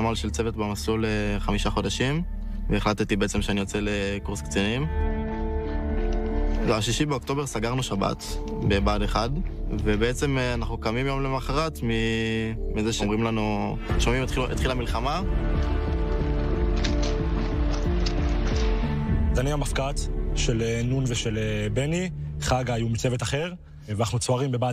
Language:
Hebrew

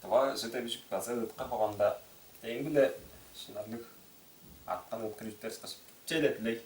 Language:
Tuvinian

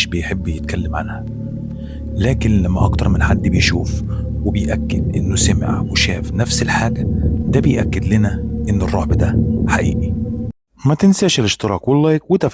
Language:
Egyptian Arabic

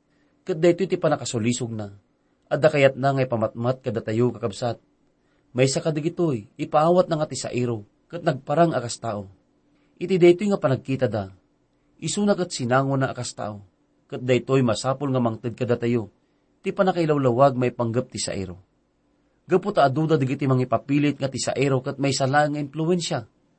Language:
Iloko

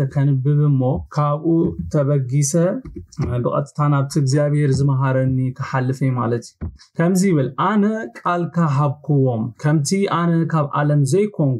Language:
Tigrinya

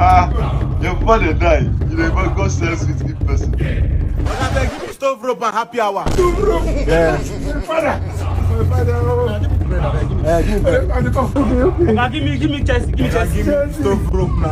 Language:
Nigerian Pidgin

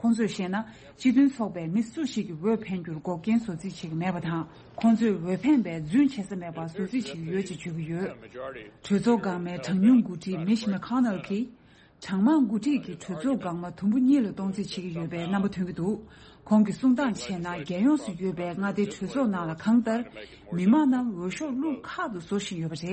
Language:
Tibetan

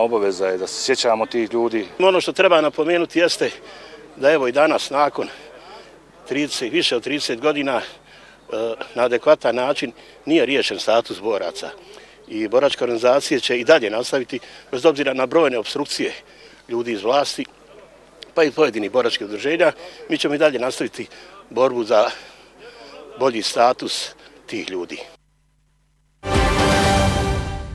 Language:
Bosnian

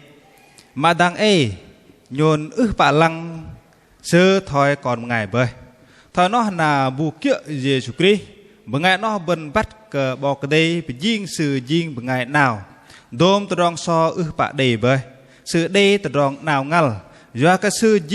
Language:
Bahnar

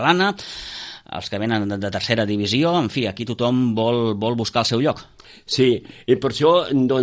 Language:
Catalan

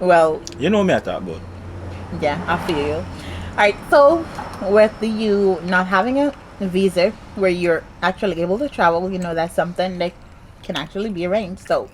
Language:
Jamaican Creole English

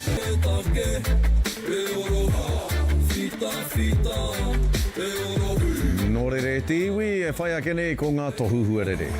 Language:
Māori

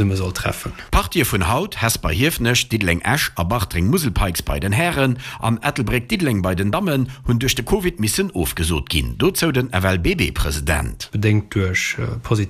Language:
Luxembourgish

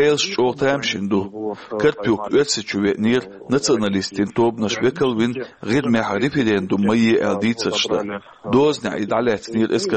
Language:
Chechen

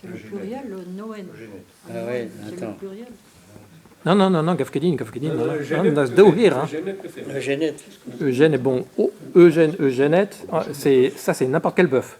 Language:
Breton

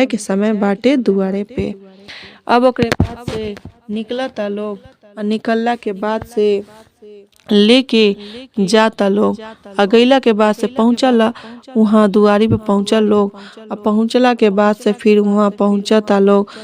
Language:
Bhojpuri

